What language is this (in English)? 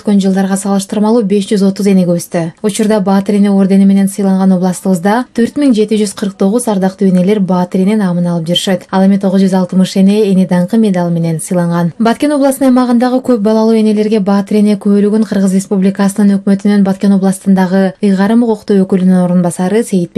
Kyrgyz